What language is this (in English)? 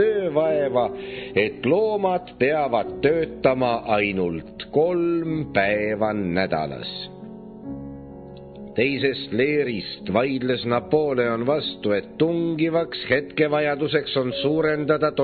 Estonian